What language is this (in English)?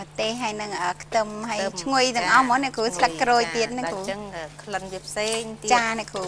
Khmer